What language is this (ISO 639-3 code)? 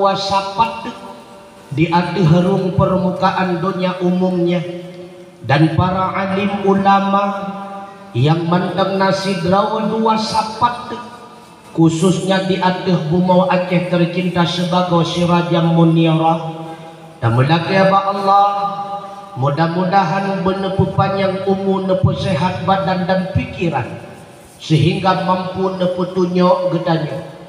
ace